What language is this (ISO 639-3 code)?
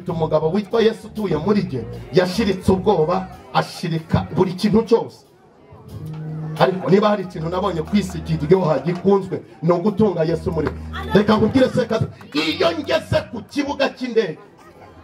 kin